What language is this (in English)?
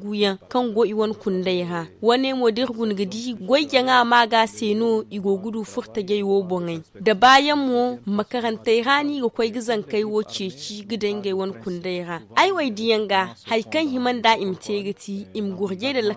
Zarma